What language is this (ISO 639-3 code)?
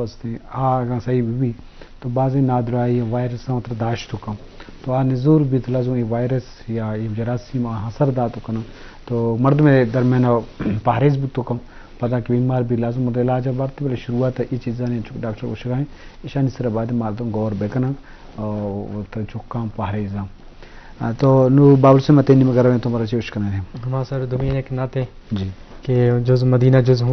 bal